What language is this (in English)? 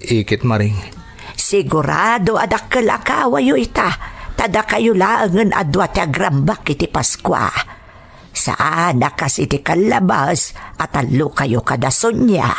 Iloko